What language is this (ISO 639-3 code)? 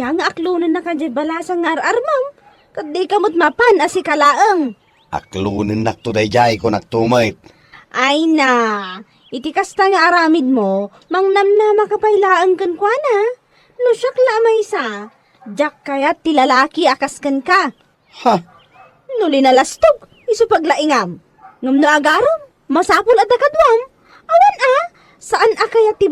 ilo